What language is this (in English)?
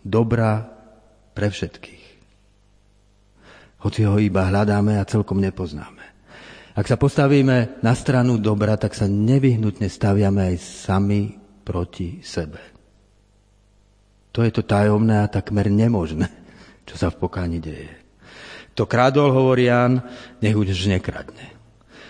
Slovak